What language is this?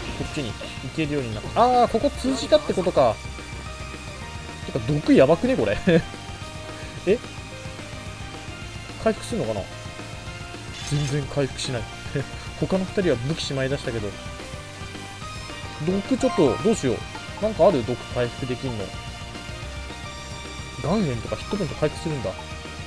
Japanese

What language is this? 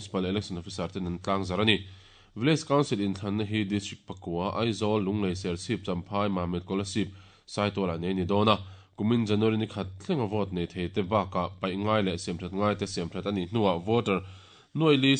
Mizo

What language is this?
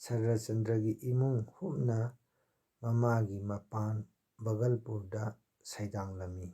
Manipuri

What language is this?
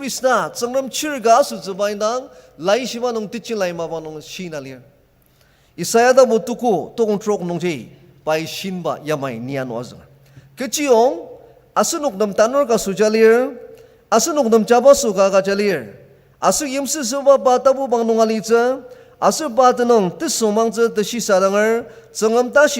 Ao Naga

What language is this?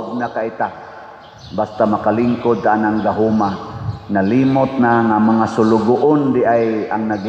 Cebuano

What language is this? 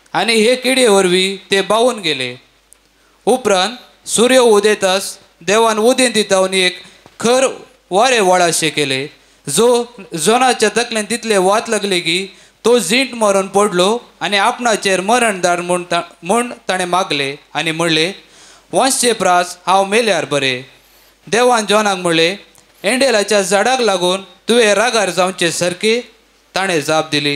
Konkani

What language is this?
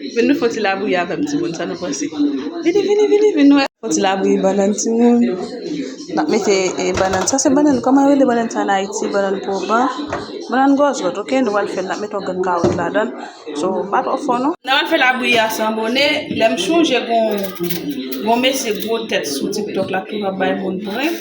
Haitian Creole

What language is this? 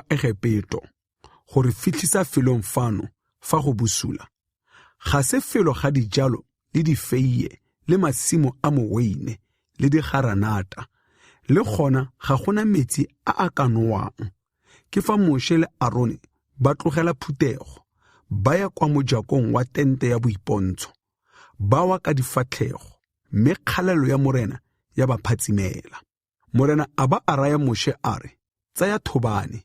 Tswana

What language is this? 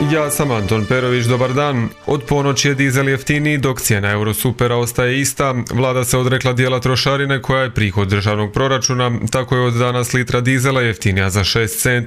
Croatian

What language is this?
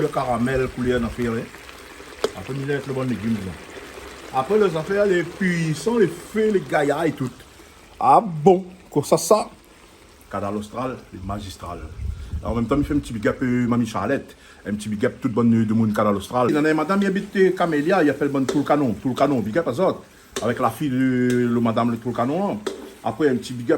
Réunion Creole French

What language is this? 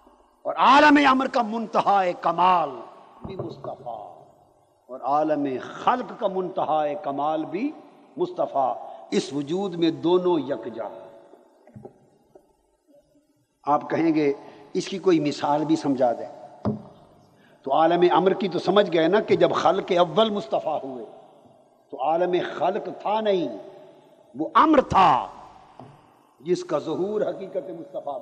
Urdu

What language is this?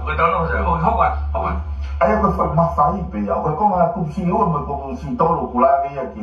Tongan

